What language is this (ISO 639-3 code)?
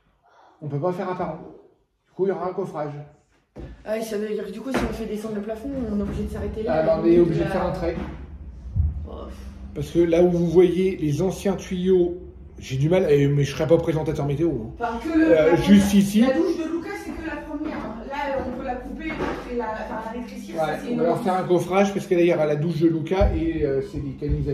fra